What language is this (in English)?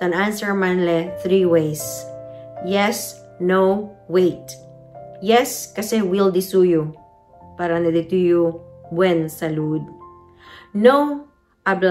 Chavacano